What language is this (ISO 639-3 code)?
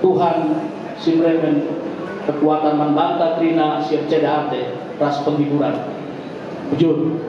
btx